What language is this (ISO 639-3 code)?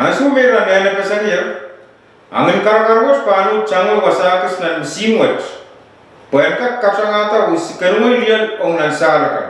pon